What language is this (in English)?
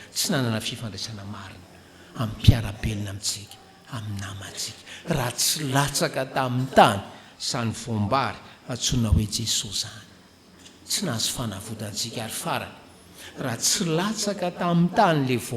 Malagasy